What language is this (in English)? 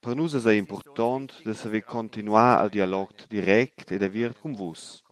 Romansh